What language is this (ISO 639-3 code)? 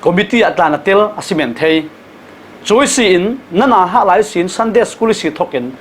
cfm